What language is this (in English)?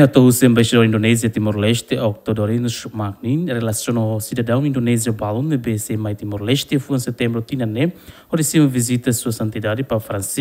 Tetum